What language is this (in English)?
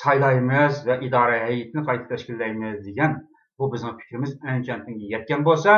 Uyghur